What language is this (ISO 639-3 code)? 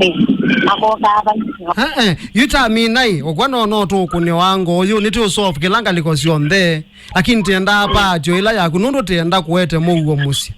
kam